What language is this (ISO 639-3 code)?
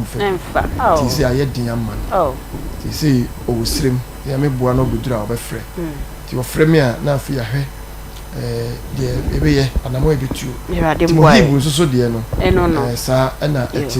aka